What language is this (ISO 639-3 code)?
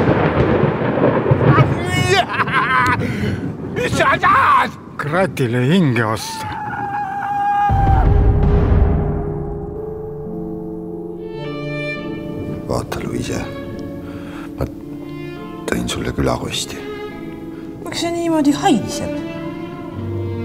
est